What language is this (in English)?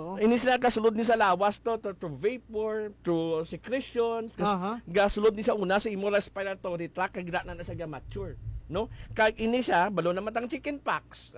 Hiligaynon